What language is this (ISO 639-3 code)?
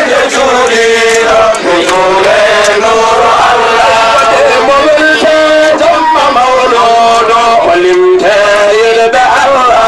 ful